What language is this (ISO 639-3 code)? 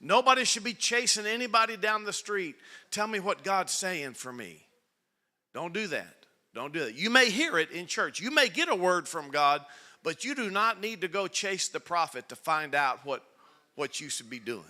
eng